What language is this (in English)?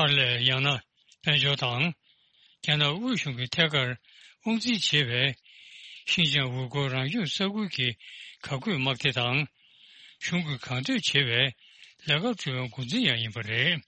Tibetan